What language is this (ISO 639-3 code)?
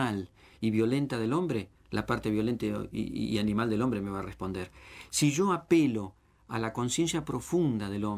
spa